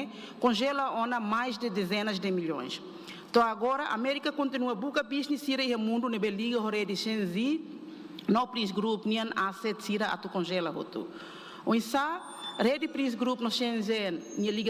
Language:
Tetum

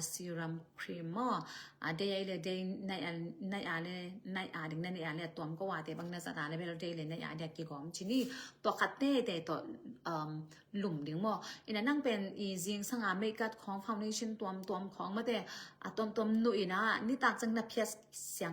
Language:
Tedim Chin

